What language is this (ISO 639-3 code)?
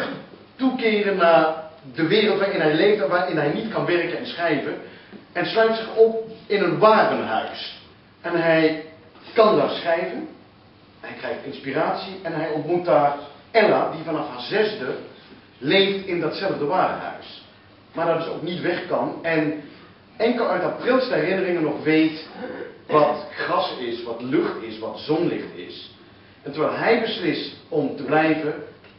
nld